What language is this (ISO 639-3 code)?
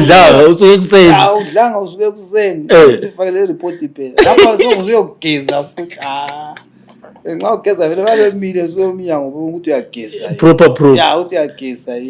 nde